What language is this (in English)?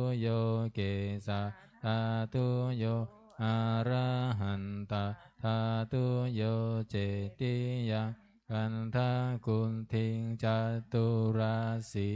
Pali